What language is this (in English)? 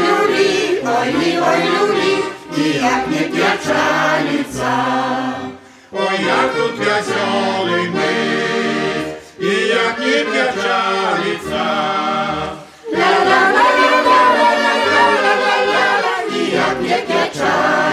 Ukrainian